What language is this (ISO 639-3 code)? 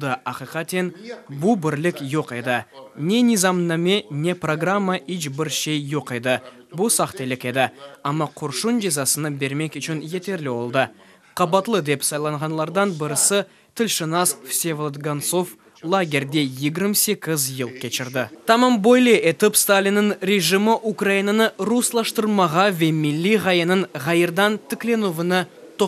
crh